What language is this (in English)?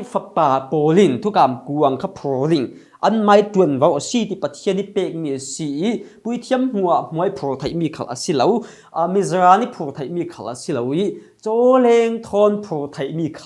Falam Chin